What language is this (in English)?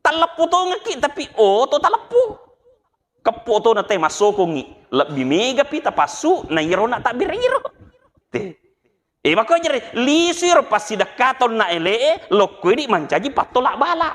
Buginese